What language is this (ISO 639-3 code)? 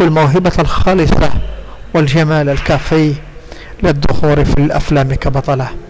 ara